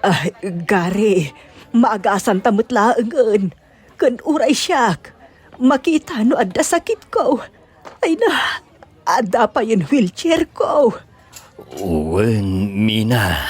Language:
Iloko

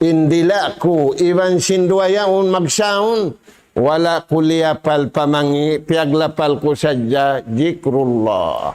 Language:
Tausug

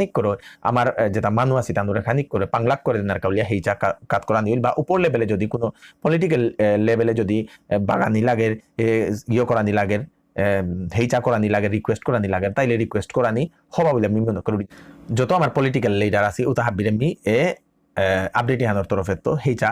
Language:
Bishnupriya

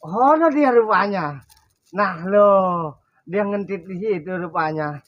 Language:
Betawi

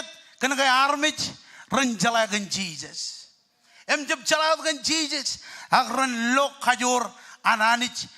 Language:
Marshallese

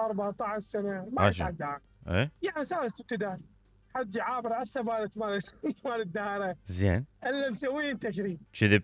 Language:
Mesopotamian Arabic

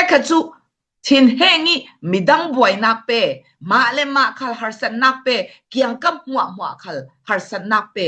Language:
Falam Chin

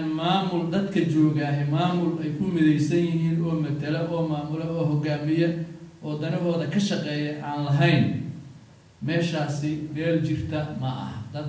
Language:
Somali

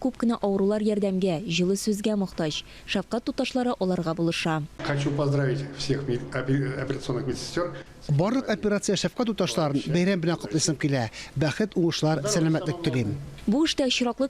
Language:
Tatar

